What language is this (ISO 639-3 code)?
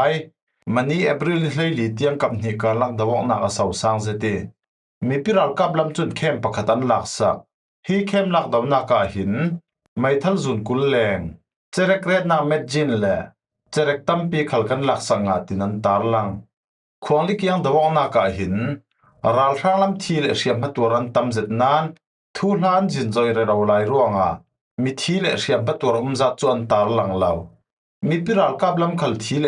cfm